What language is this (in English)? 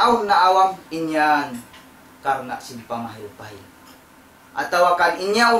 Tausug